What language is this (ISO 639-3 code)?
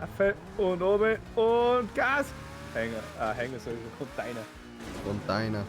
bar